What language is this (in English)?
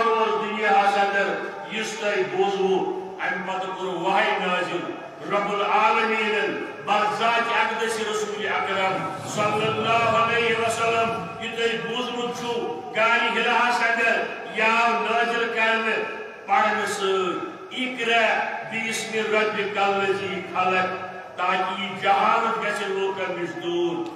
Kashmiri